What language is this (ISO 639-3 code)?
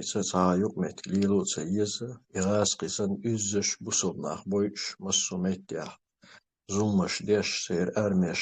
che